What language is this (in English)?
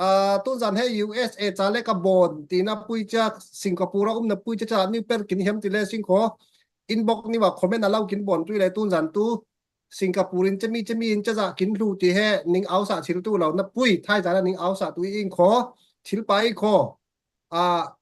Falam Chin